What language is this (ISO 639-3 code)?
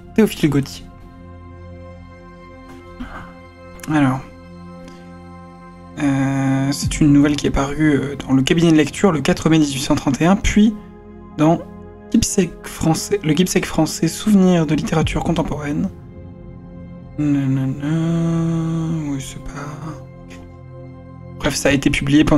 fra